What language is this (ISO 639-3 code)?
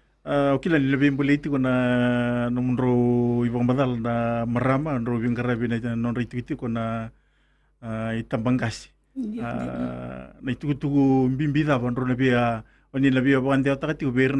fij